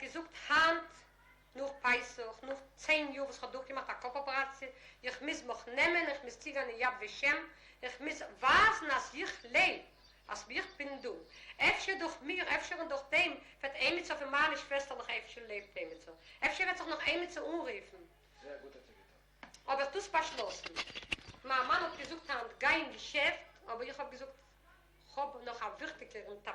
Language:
Yiddish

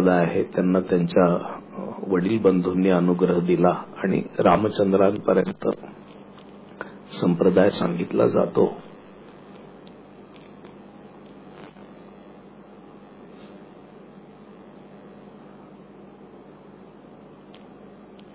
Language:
Marathi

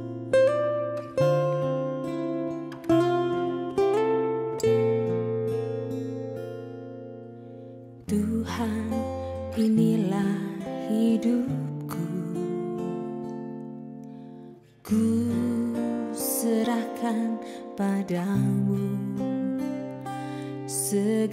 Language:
Indonesian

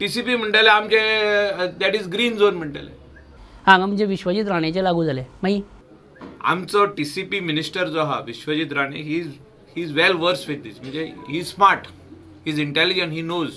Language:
Konkani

